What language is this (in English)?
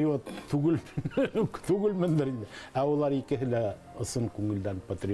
Bashkir